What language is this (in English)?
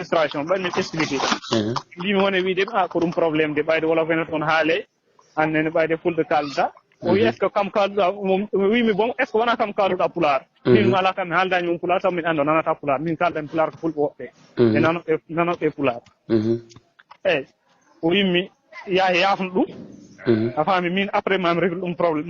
Fula